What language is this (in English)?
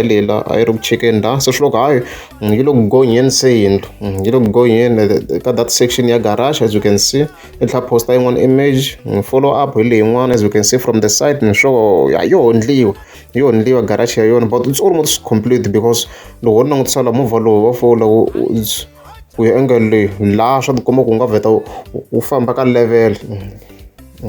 Tsonga